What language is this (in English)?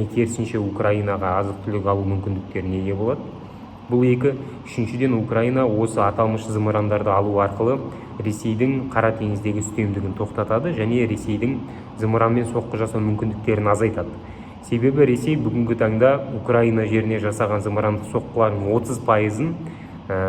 Kazakh